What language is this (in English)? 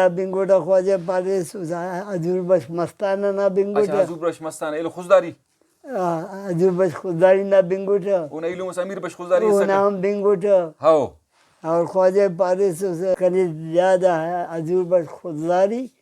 Brahui